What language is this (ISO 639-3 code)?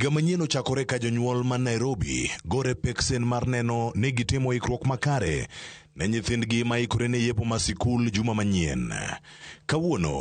luo